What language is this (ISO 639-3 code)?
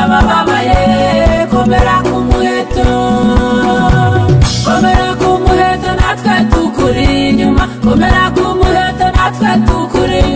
kin